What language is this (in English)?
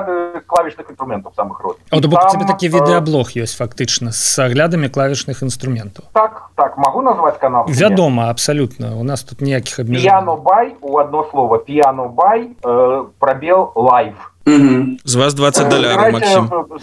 Belarusian